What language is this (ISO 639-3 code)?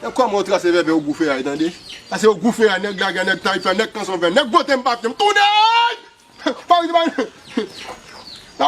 hat